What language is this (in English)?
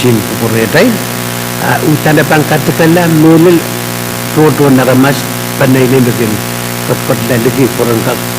Pohnpeian